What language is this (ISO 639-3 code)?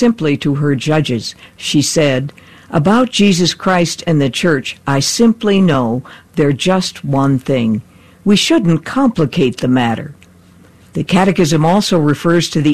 eng